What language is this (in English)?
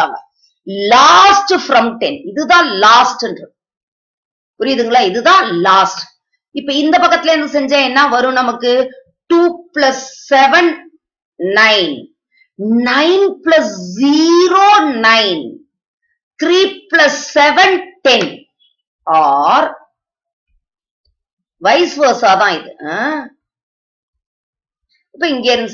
Tamil